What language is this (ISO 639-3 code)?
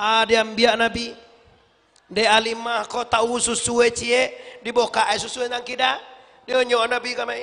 min